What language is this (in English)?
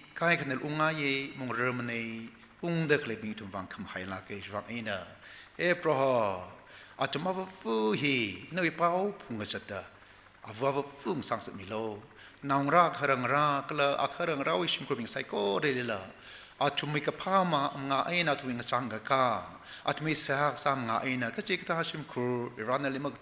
Tangkhul Naga (India)